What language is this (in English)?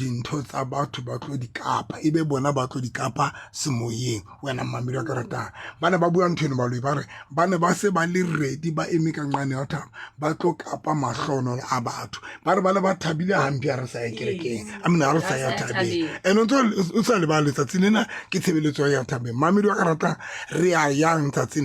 Southern Sotho